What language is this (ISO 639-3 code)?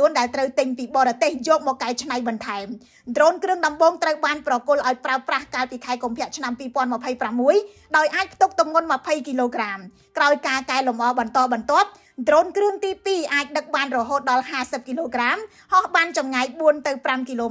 khm